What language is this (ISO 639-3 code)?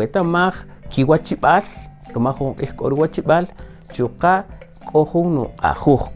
cak